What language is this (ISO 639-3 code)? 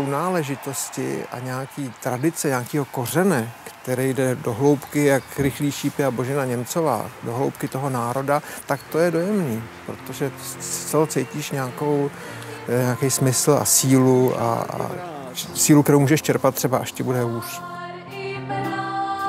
ces